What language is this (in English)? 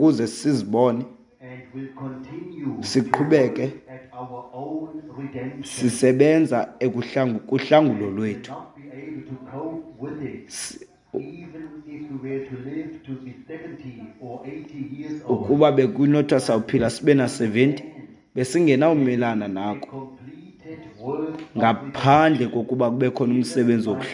Xhosa